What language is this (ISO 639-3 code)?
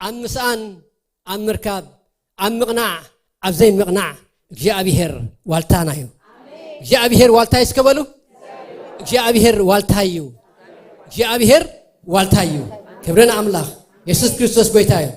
tir